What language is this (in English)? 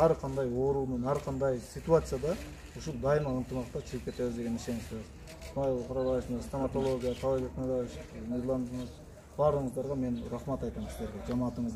Kyrgyz